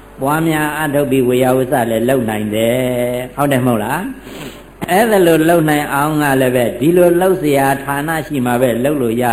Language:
Burmese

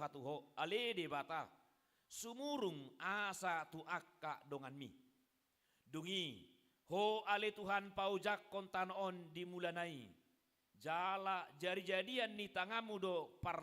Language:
Batak Toba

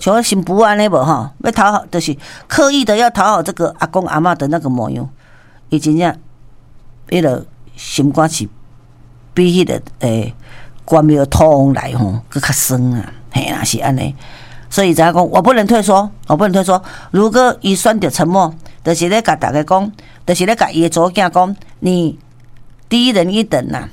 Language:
Min Nan Chinese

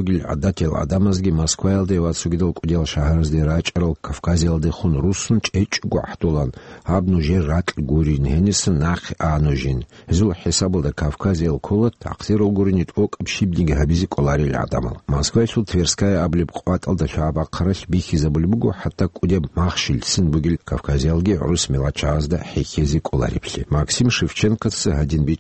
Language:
Avaric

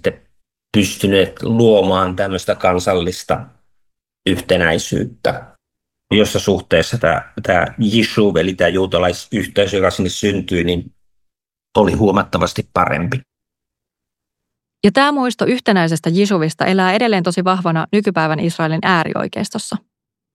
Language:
Finnish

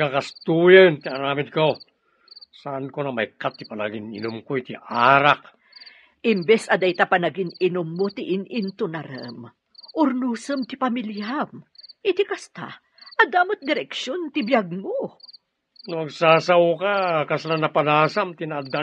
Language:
Iloko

